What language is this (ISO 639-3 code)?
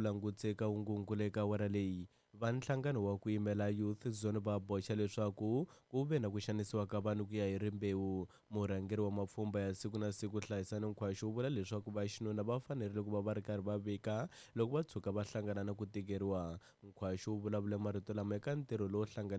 tso